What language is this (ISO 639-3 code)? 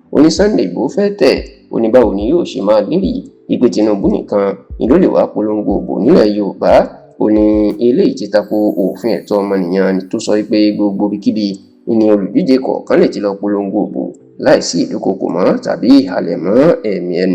yor